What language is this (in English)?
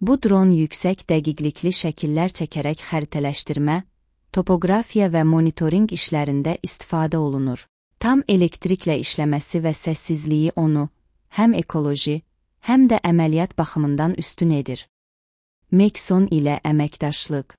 Azerbaijani